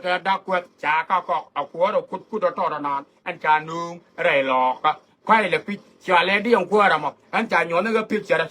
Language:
Nuer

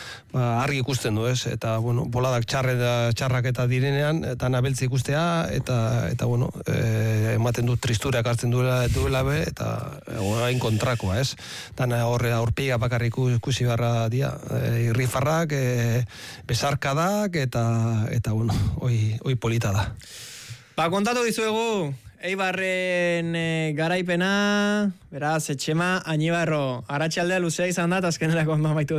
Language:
Basque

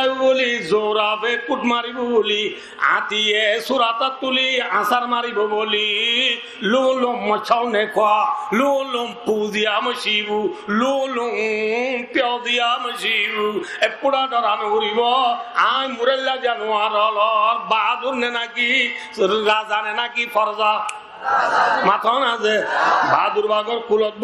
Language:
Rohingya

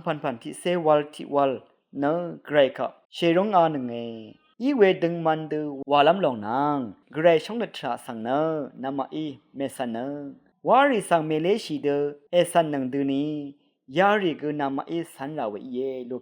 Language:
Rawang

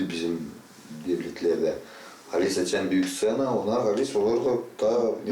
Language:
Gagauz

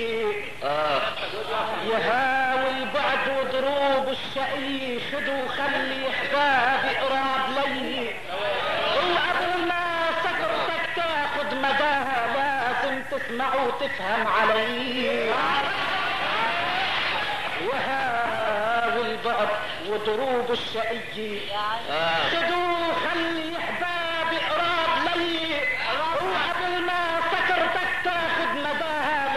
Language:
North Levantine Arabic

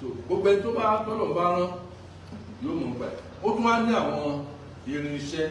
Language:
Yoruba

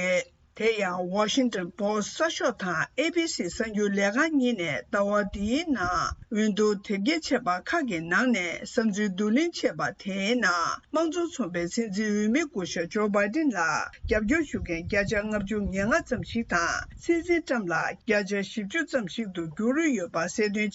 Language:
Tibetan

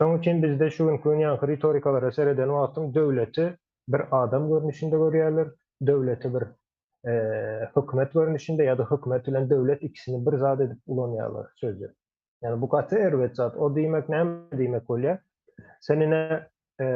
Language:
Turkmen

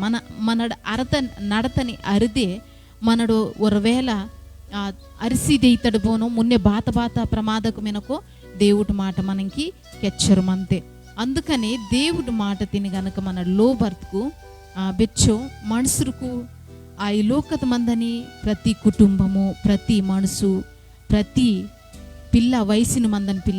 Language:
Koya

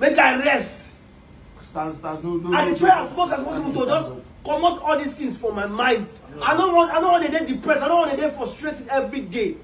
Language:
Nigerian Pidgin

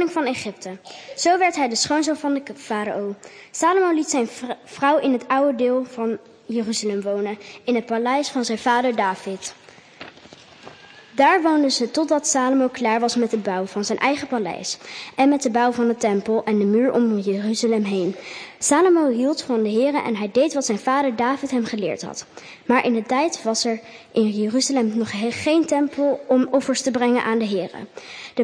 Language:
Dutch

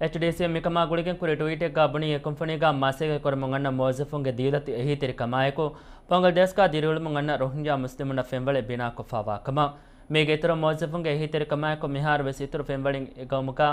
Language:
Divehi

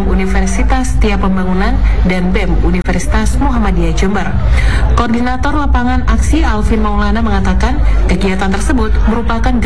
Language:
Indonesian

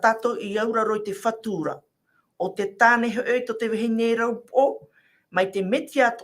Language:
Tahitian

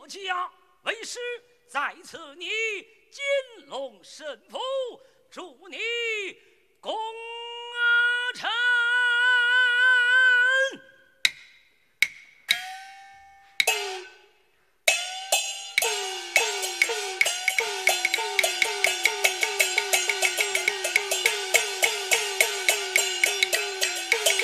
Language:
Chinese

